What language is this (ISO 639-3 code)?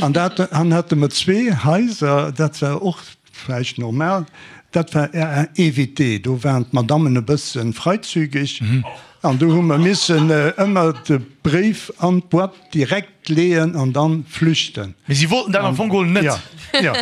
ltz